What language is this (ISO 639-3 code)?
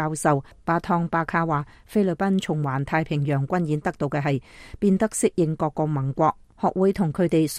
yue